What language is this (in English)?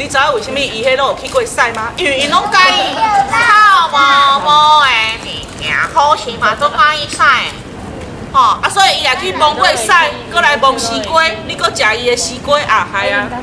Min Nan Chinese